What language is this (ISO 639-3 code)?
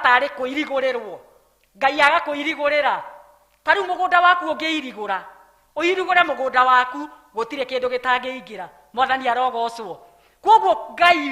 kik